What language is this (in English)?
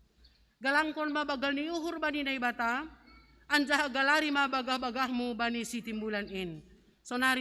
Batak Simalungun